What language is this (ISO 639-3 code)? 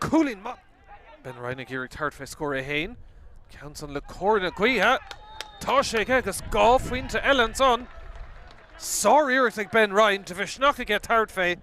gle